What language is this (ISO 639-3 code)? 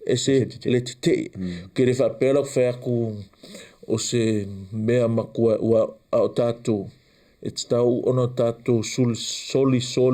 smo